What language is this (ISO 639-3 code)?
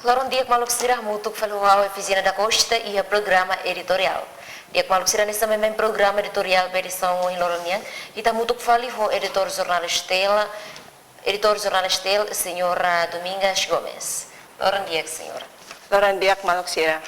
tet